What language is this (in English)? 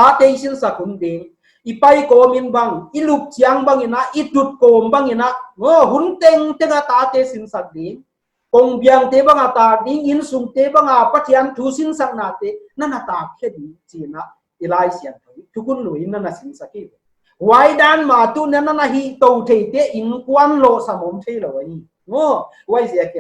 Paite Chin